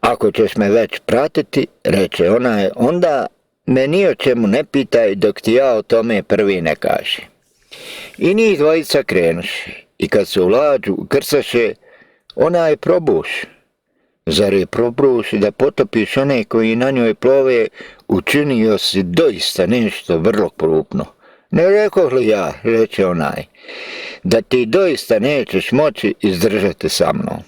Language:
Bosnian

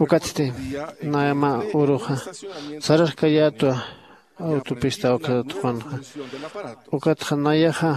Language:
Aymara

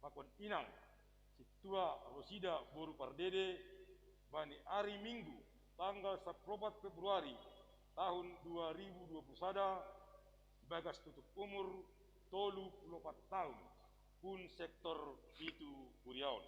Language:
Batak Simalungun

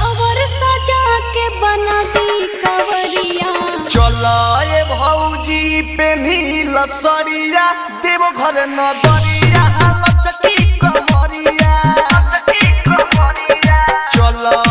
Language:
Bhojpuri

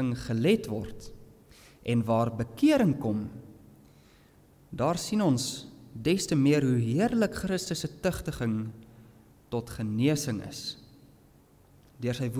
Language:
Afrikaans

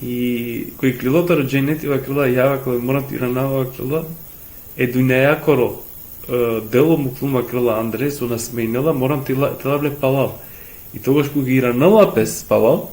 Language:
Balkan Romani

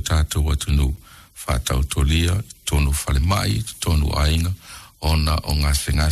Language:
Samoan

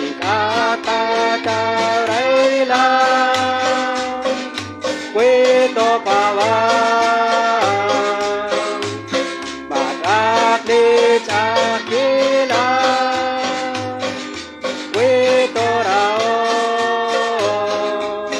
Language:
Kekchí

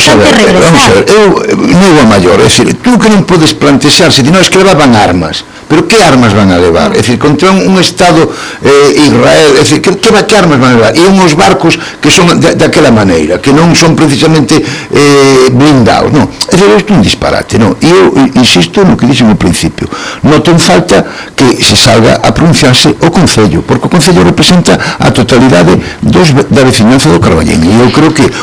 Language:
Galician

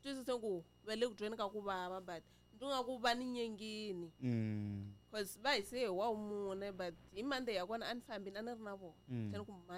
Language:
Tsonga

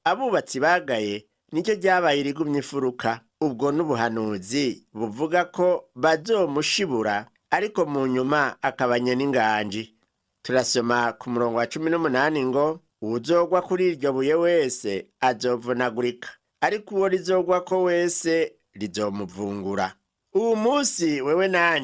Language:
Rundi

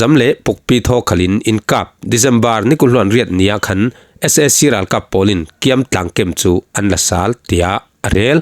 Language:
Falam Chin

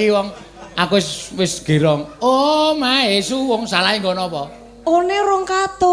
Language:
Javanese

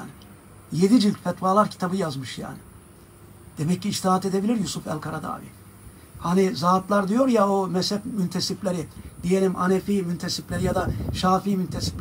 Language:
Turkish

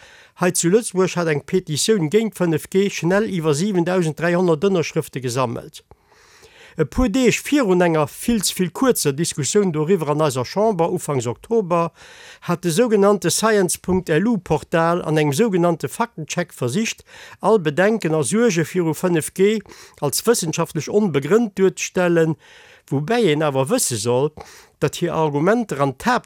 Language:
Luxembourgish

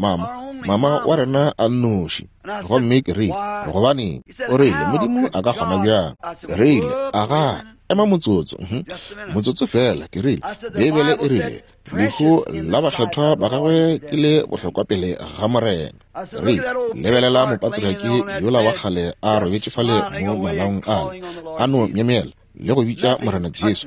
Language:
Northern Sotho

